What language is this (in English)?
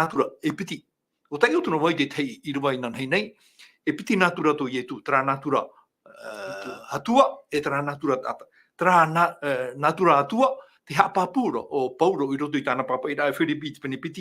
Tahitian